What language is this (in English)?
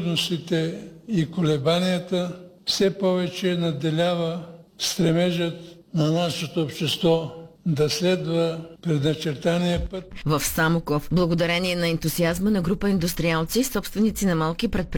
Bulgarian